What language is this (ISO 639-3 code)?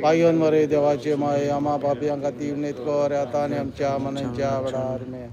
kok